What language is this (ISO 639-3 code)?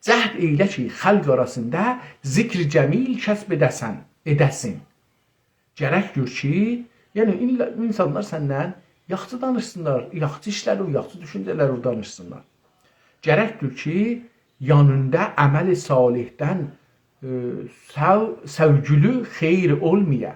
azb